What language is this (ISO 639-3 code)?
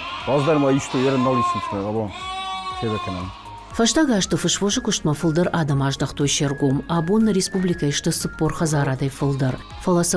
oss